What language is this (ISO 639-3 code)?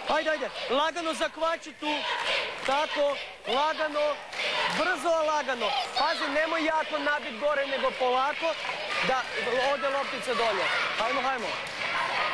hrv